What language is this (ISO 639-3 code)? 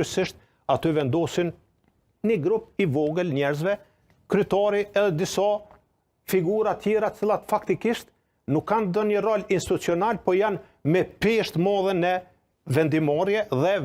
sqi